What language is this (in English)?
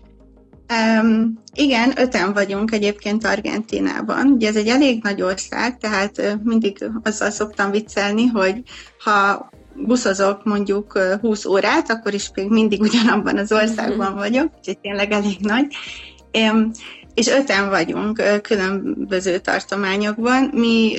Hungarian